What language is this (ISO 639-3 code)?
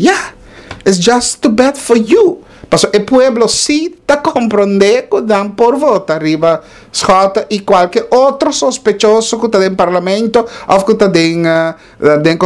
pap